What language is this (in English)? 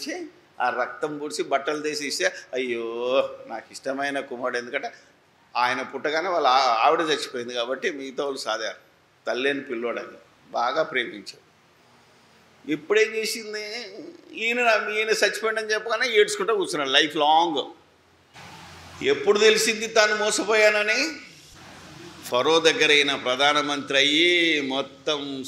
Telugu